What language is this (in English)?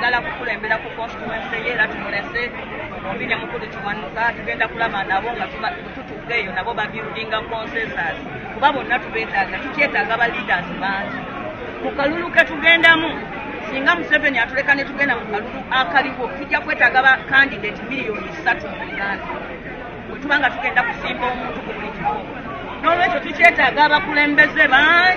Ganda